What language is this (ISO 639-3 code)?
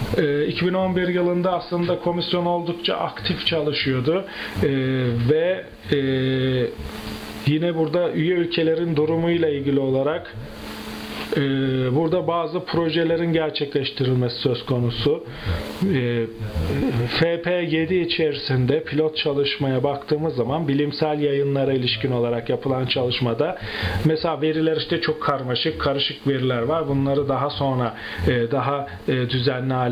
tur